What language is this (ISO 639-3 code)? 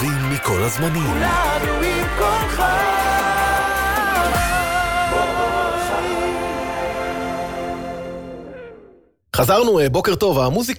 heb